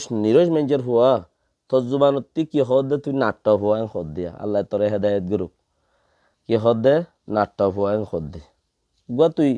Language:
Rohingya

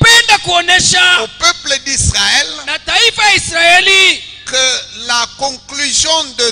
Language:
Swahili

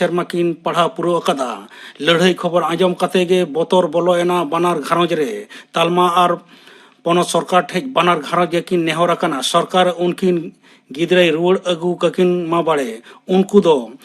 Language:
Santali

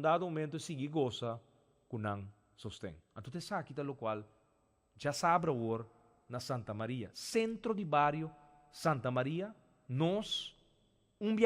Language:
Papiamento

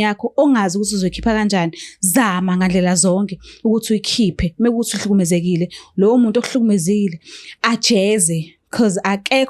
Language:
Zulu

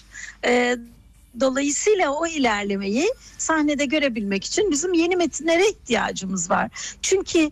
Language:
Turkish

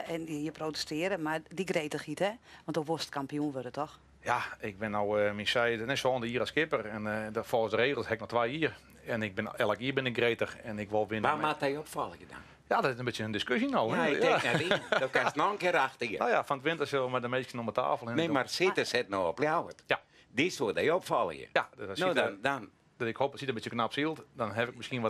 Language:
Western Frisian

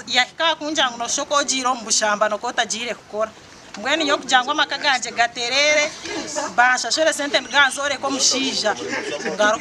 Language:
Nyankole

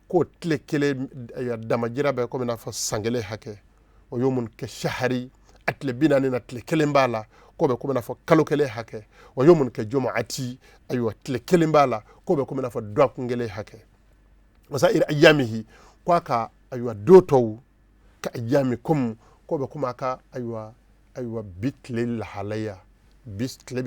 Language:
Bambara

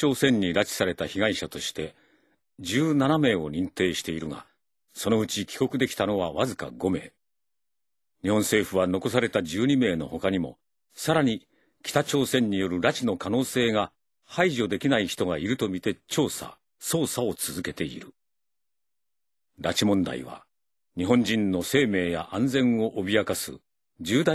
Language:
Japanese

